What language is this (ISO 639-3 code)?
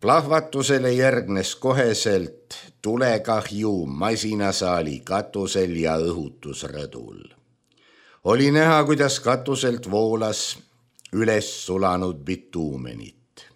est